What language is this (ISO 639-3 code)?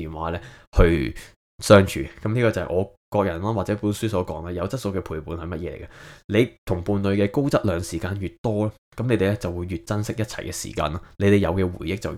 yue